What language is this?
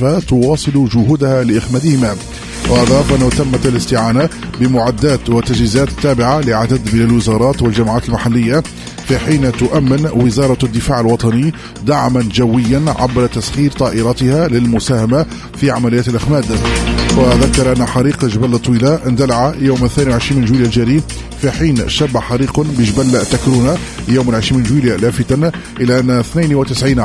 Tunisian Arabic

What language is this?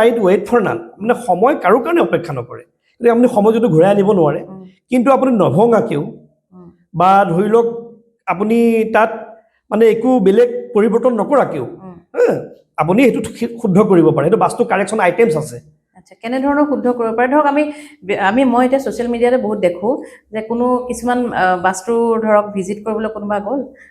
Assamese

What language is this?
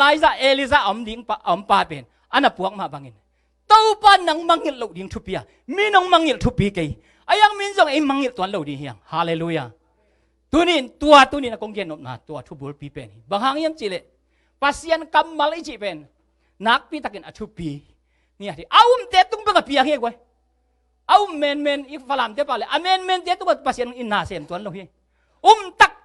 Tedim Chin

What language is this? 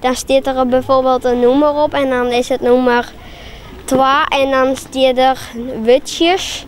Western Frisian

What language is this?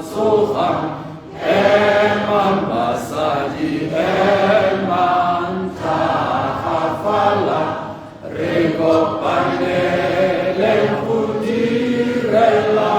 Tswana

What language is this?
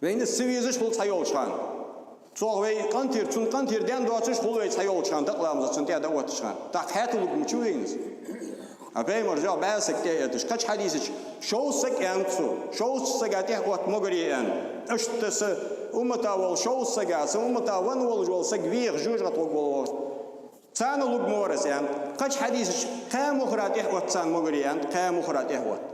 Ingush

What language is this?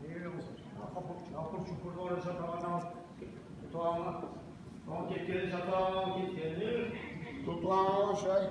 Kumyk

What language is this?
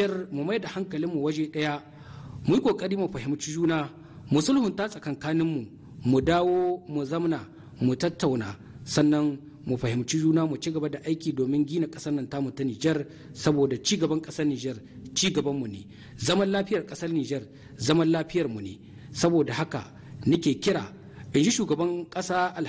Hausa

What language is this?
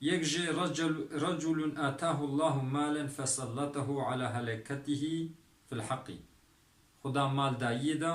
Kurdish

